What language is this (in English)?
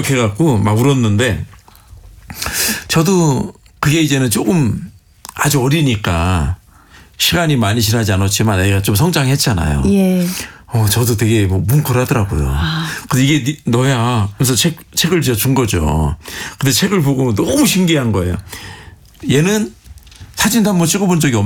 Korean